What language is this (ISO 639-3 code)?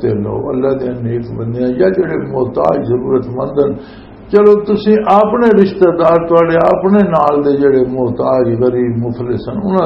lah